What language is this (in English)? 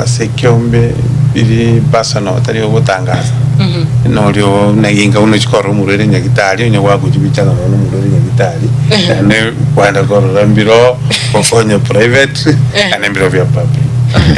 Gusii